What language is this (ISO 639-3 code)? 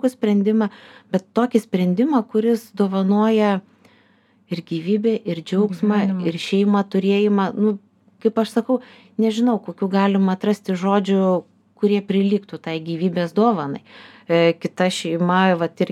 lit